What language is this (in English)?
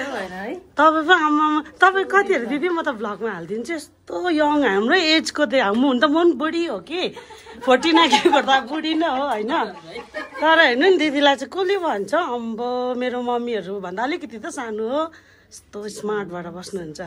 Nepali